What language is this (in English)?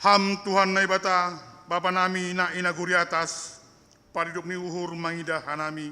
Batak Simalungun